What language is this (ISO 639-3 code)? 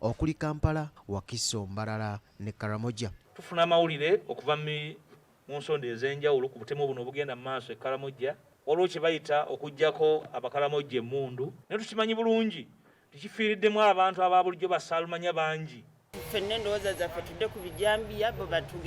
lug